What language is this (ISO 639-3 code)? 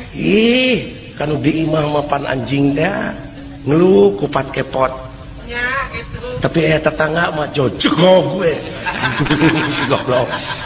sun